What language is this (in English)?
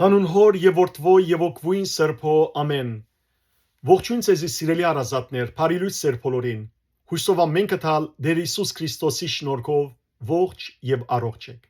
Western Armenian